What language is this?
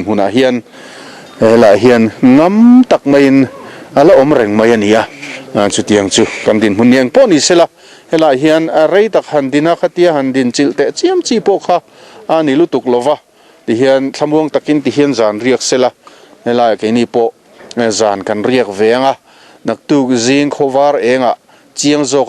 Mizo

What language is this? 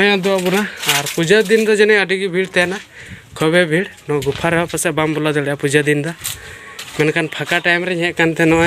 Santali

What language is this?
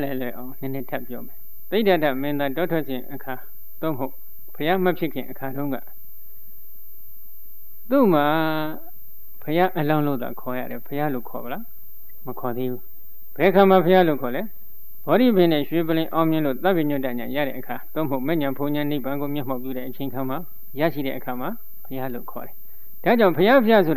Burmese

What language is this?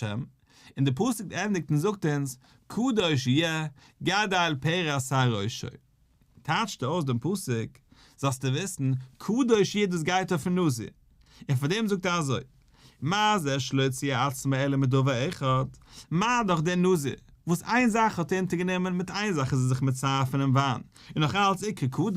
Yiddish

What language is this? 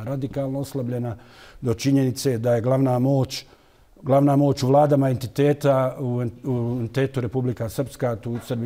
Bosnian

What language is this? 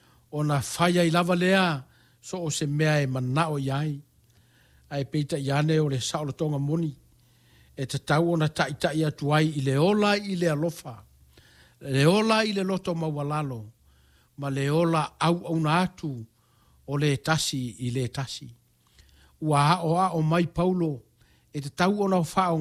Samoan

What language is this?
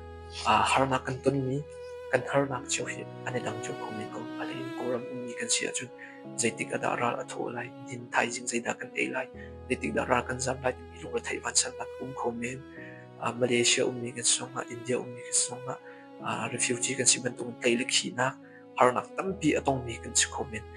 Hakha Chin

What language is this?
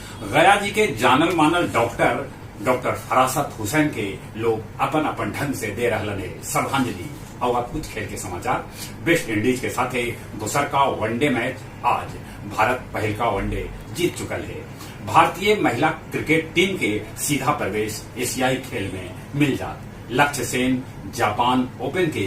Magahi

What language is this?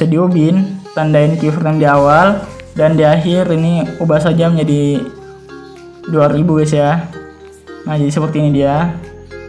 Indonesian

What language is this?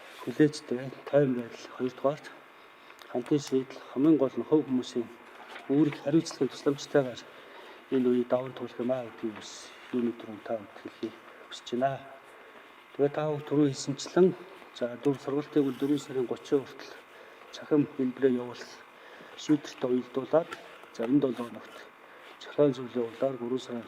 Mongolian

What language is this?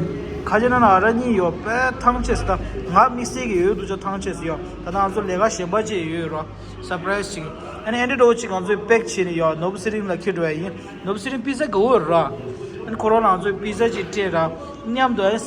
Tibetan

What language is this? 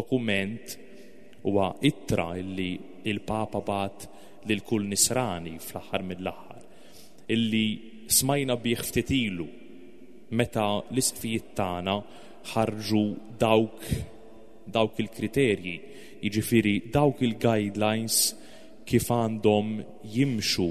Maltese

